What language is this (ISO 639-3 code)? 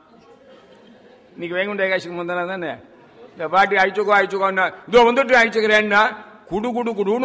tam